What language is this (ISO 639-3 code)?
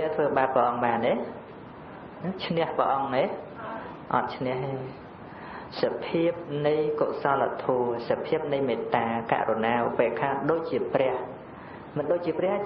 khm